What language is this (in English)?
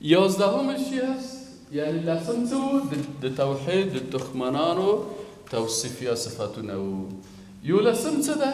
Persian